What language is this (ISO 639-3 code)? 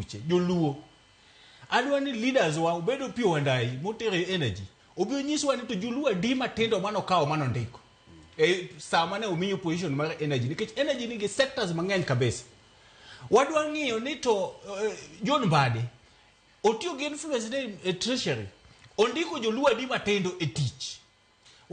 luo